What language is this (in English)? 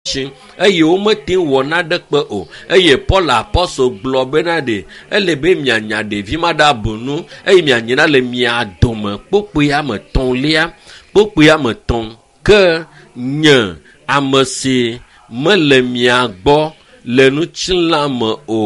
Ewe